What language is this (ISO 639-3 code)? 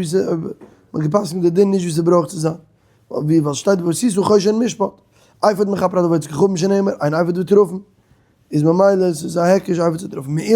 yid